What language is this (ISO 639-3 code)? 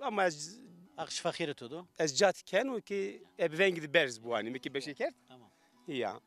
zza